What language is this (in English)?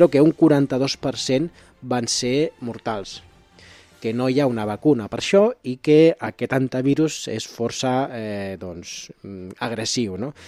Catalan